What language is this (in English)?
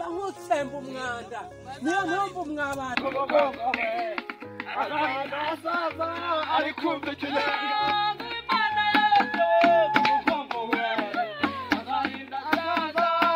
Kinyarwanda